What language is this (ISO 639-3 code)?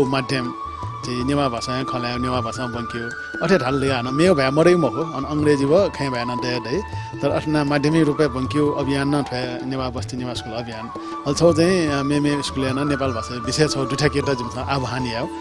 new